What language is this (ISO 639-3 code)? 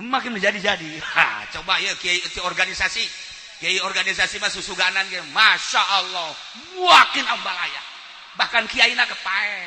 sun